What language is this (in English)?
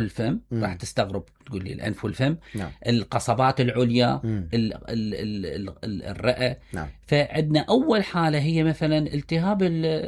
Mesopotamian Arabic